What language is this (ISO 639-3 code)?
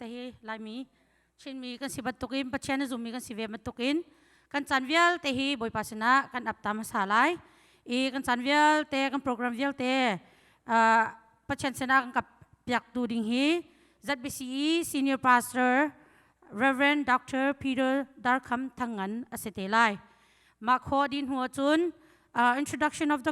cnh